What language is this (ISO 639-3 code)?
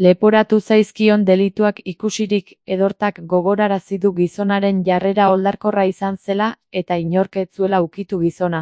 eus